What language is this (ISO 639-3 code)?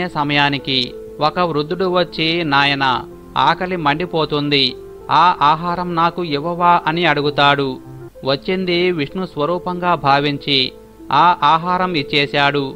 tel